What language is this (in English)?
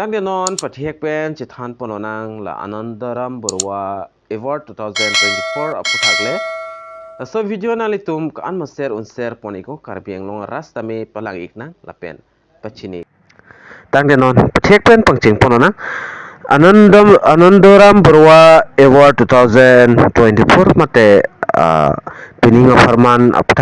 Karbi